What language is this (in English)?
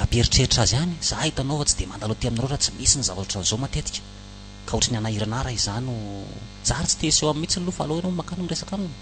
Malagasy